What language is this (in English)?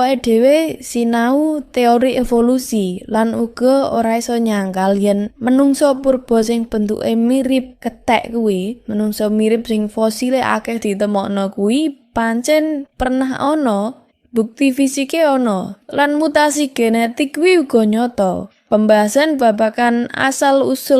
Javanese